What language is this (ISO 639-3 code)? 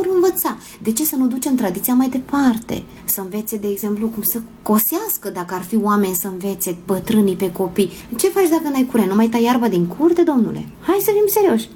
ron